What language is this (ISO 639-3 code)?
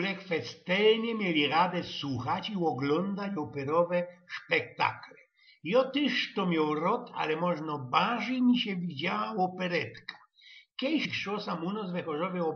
szl